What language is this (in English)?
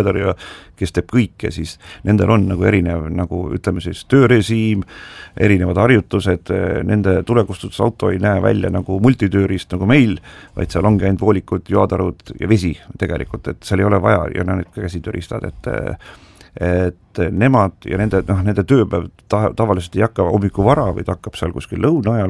Estonian